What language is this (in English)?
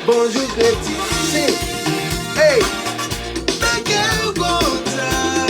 Haitian Creole